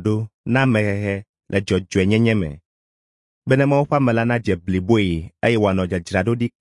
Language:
Ewe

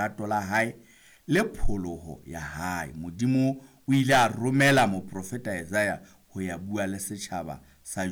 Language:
Southern Sotho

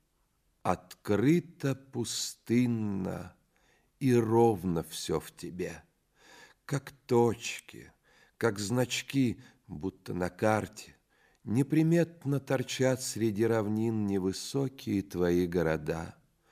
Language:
Russian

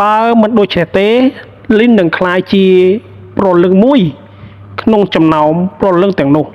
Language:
Khmer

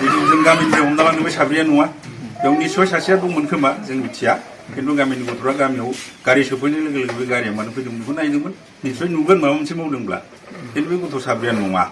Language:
Bodo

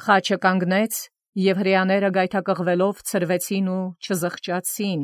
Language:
Armenian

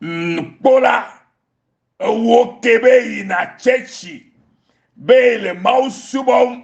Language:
Ewe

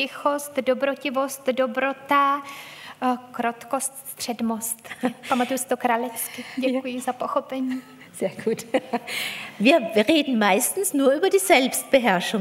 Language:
Czech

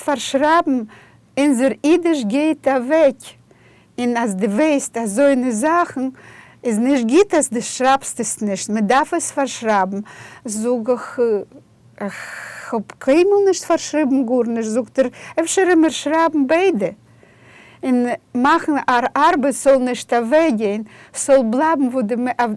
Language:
Yiddish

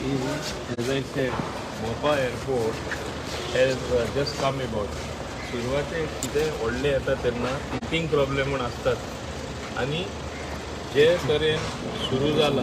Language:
Konkani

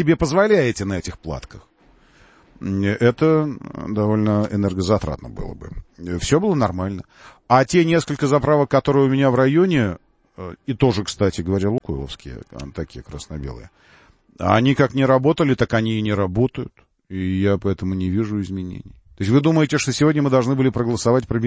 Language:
Russian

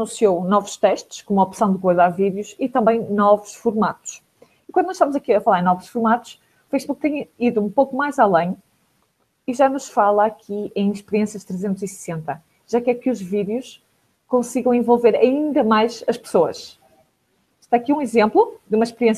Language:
Portuguese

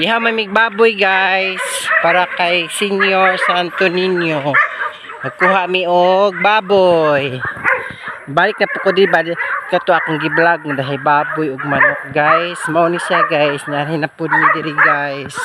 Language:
Cebuano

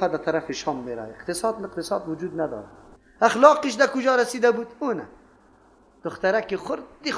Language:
Persian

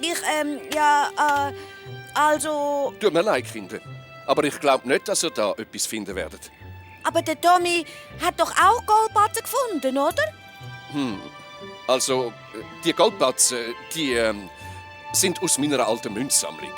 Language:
Swiss German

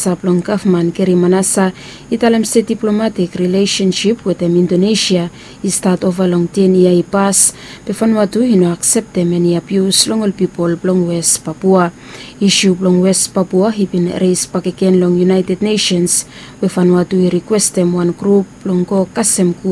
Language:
Bislama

